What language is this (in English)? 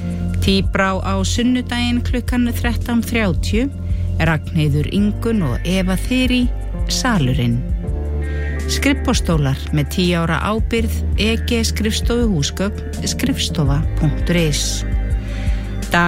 Icelandic